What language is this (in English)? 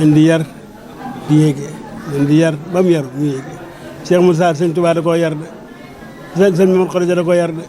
Wolof